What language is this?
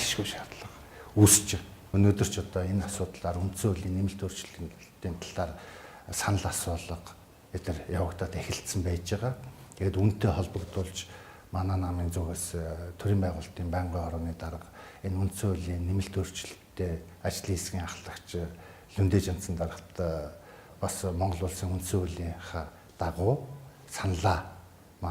Mongolian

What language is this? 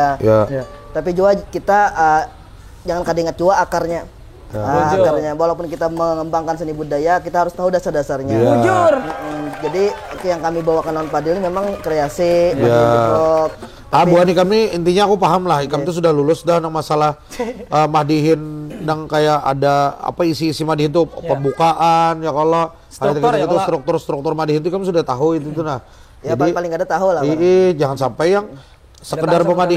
Banjar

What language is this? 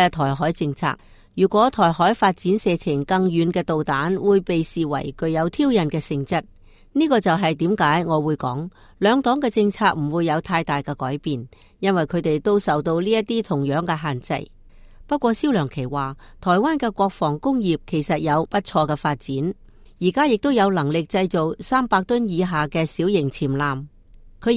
Cantonese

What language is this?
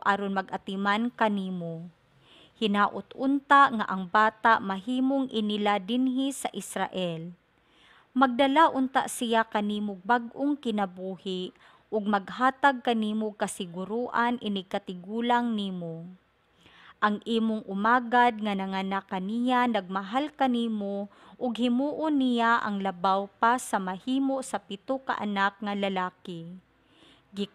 Cebuano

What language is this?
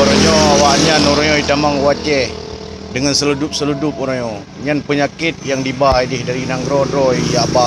Achinese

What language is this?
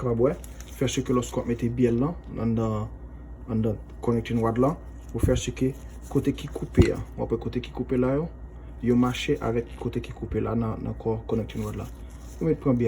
Haitian Creole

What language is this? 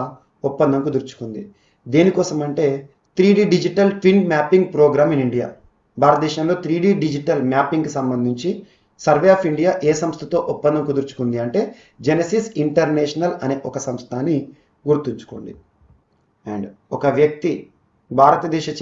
Telugu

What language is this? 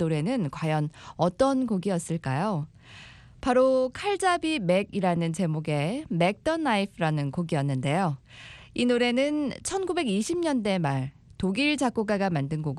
Korean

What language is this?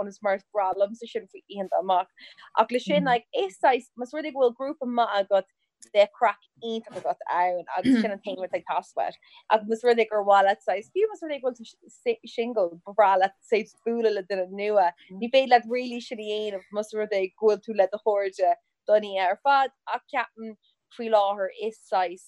Irish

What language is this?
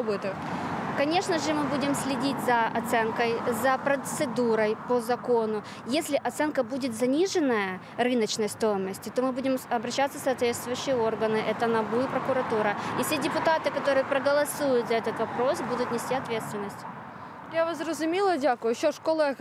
Ukrainian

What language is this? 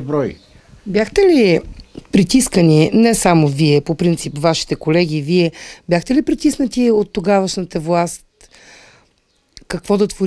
Bulgarian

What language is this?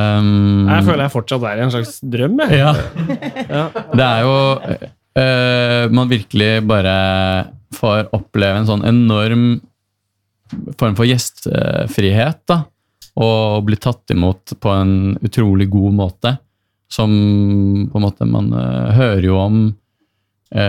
Norwegian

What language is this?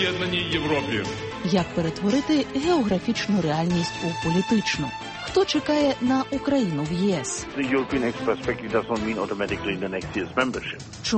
Ukrainian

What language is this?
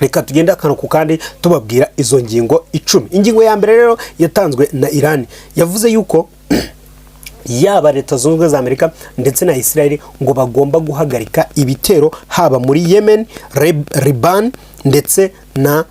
Kinyarwanda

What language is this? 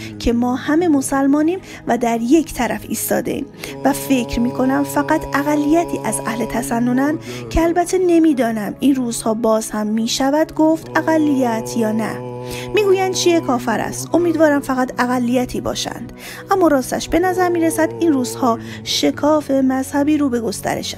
Persian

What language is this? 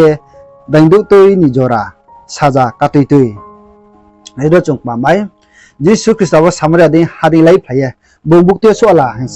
Riang (India)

